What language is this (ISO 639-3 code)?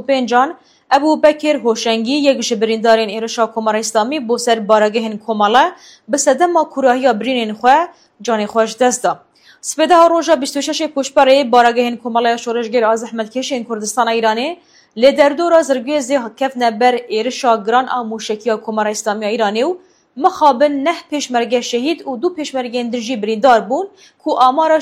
kur